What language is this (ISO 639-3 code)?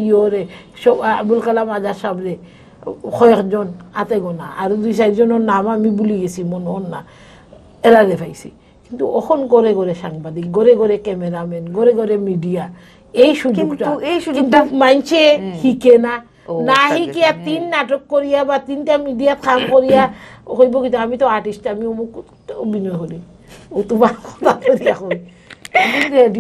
syl